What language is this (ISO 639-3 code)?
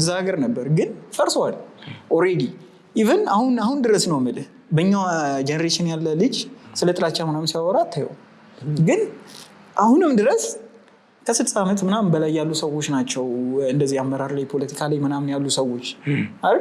amh